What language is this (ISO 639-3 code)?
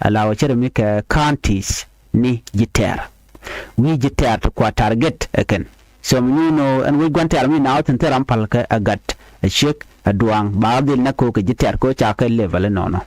nus